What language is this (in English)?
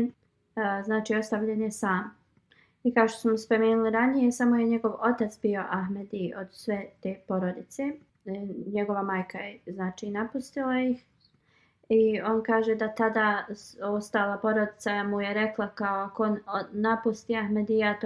Bosnian